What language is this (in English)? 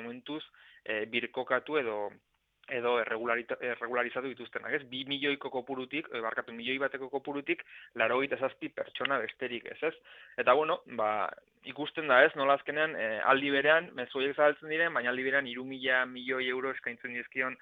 Basque